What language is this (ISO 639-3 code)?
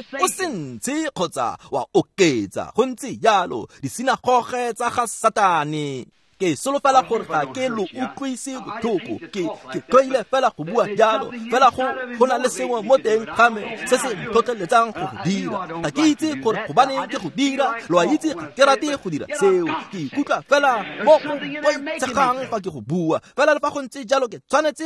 tsn